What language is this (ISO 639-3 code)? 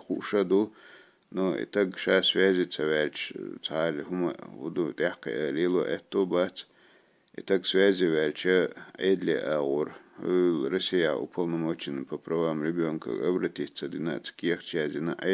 che